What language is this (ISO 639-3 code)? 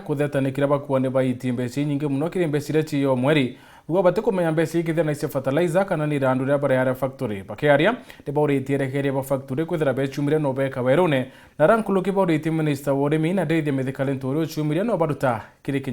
mer